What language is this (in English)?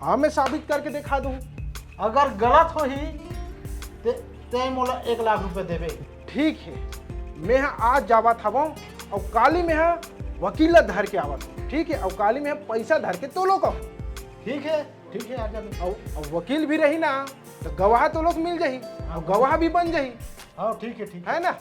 Chhattisgarhi